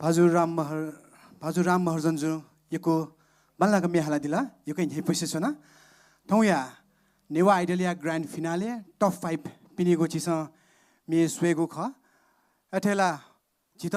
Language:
Newari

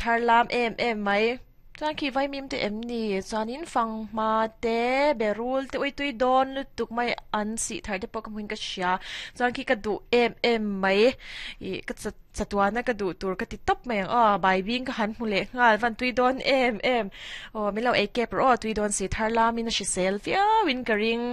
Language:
Mizo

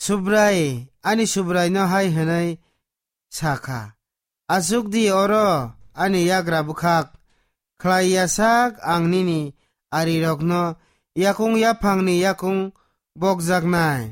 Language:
Kok Borok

